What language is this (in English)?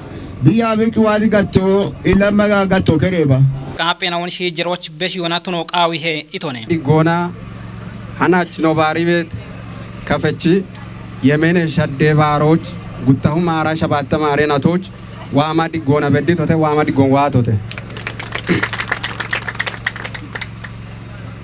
Kafa